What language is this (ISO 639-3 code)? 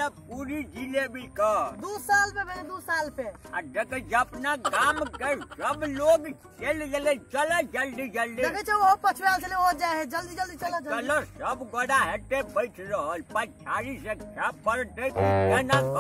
mai